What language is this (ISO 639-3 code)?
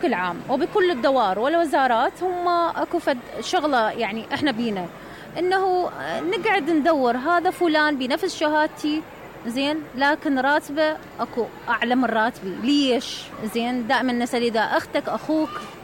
acm